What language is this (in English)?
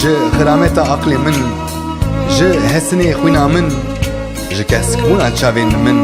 Kurdish